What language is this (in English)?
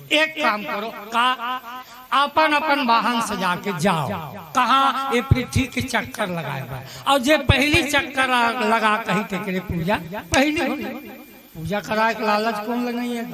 Chhattisgarhi